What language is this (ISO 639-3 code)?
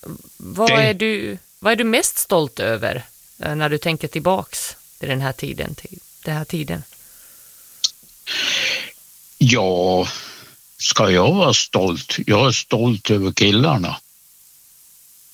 swe